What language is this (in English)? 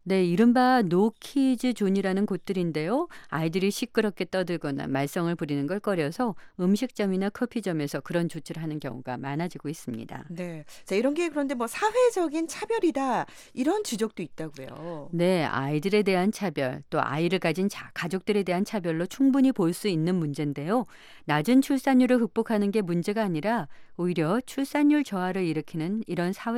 Korean